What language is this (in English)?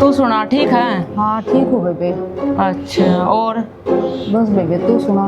Haryanvi